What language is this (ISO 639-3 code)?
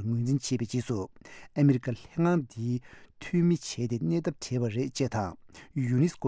bod